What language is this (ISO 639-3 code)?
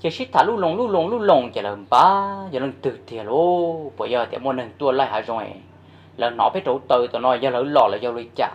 hmn